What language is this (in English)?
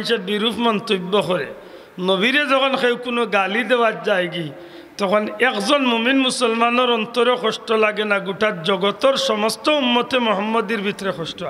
Sylheti